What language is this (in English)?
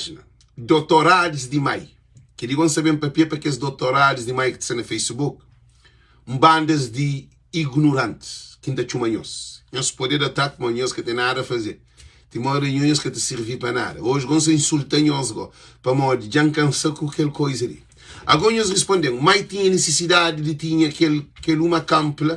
Kabuverdianu